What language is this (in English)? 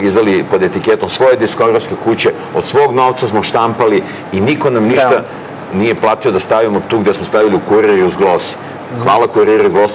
Serbian